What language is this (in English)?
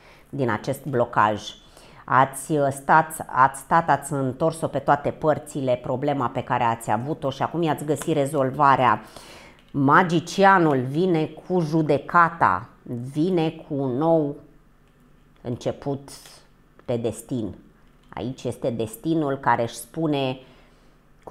Romanian